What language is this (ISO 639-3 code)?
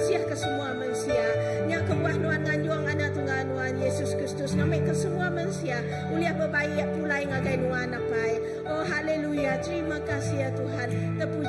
iba